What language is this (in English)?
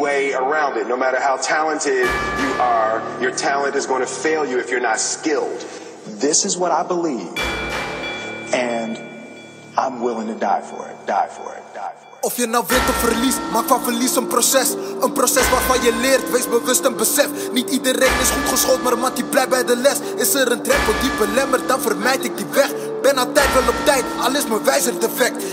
Dutch